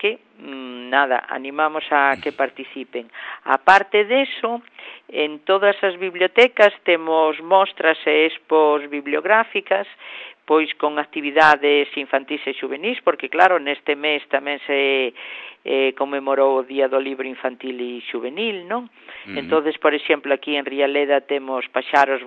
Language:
Galician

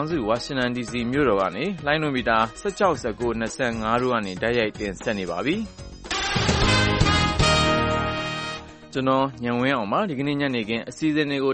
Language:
Burmese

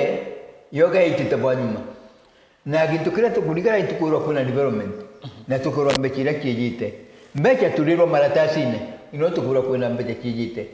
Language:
Meru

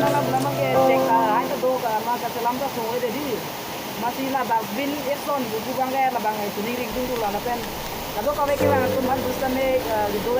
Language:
Karbi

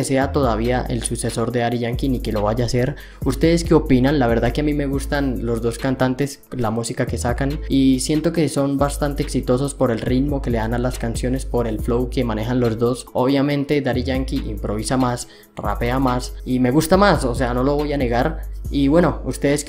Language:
Spanish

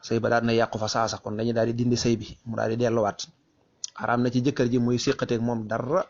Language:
Wolof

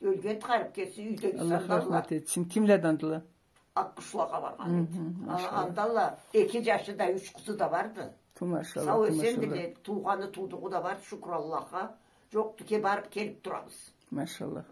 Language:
Karachay-Balkar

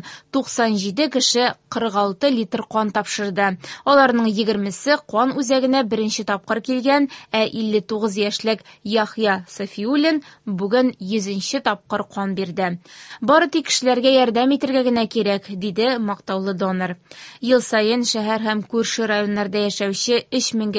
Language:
Tatar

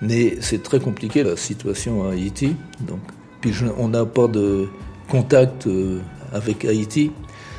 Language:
French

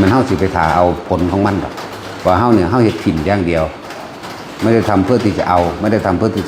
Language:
Northeastern Thai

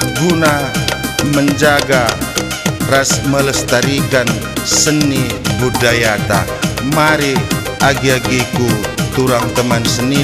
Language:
Batak Karo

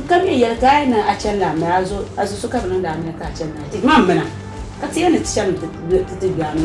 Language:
Dagbani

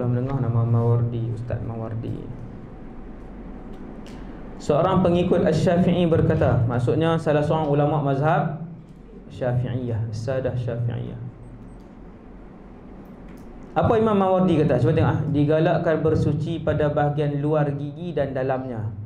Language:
Malay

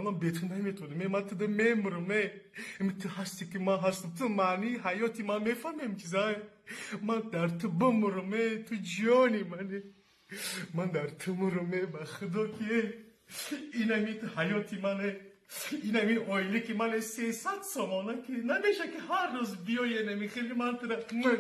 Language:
Tajik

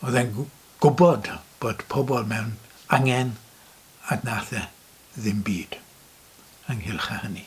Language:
Welsh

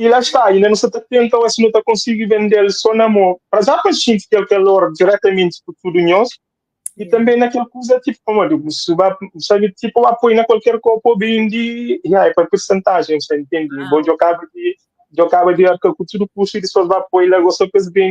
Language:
Kabuverdianu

